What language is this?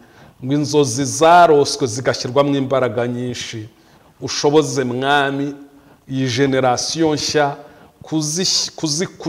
Kinyarwanda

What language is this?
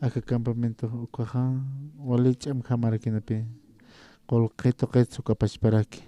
Aymara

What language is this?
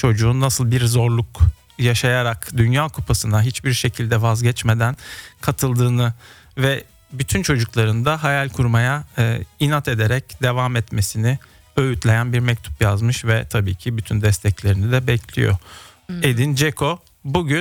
Turkish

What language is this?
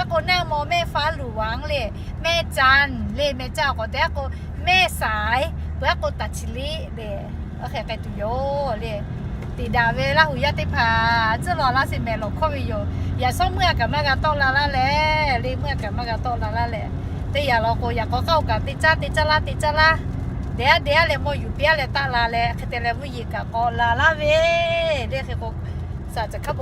Lahu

